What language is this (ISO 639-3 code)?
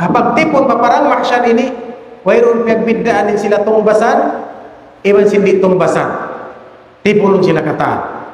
tsg